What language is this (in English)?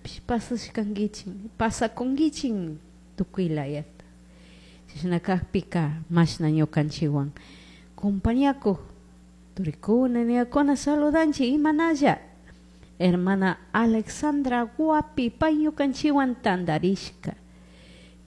Chimborazo Highland Quichua